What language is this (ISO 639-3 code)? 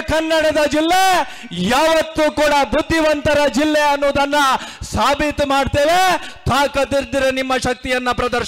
kan